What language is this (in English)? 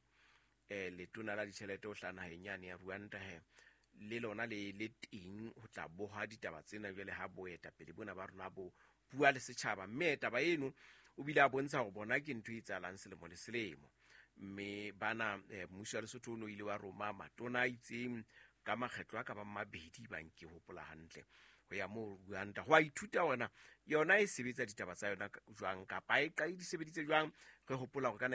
Southern Sotho